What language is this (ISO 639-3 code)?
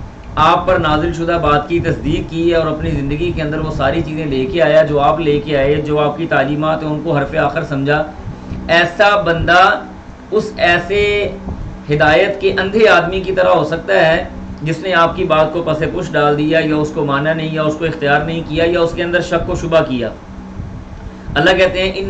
urd